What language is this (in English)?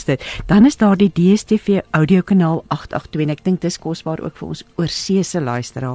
Afrikaans